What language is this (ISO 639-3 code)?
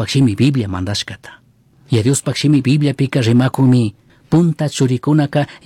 qug